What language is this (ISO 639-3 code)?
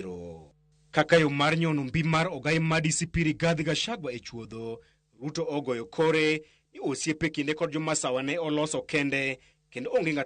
luo